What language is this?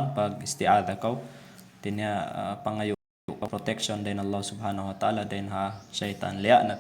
Tausug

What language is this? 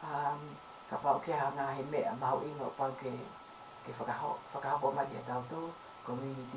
Tongan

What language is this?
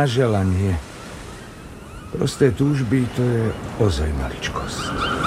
Slovak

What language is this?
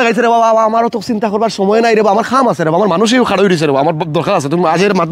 Sylheti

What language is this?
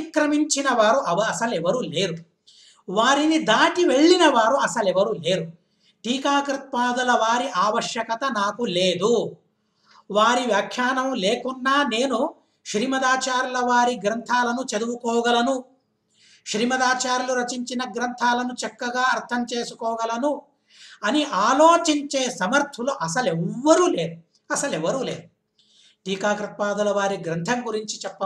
Telugu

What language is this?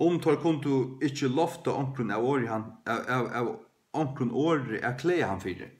Faroese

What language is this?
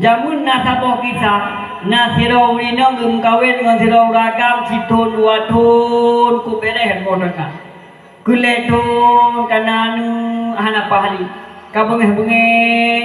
Achinese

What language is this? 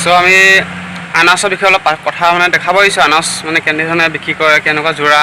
Assamese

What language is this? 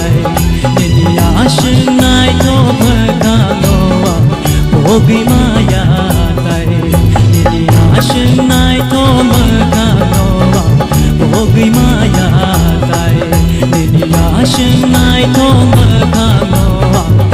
Kok Borok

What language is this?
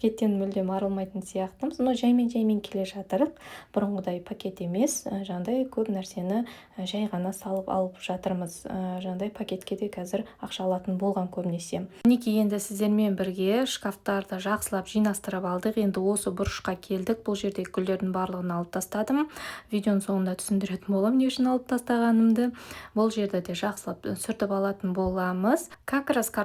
Kazakh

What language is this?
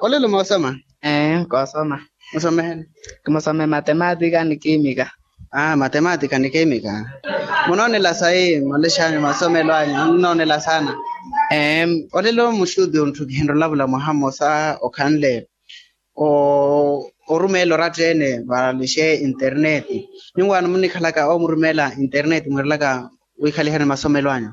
Makhuwa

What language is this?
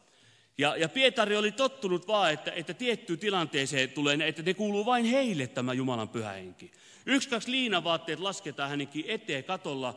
Finnish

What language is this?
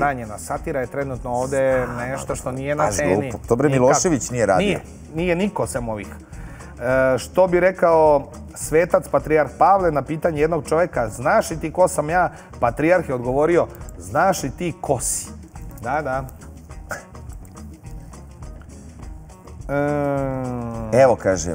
Serbian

